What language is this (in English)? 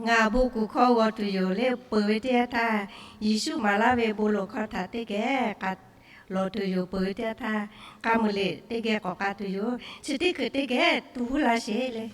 Lahu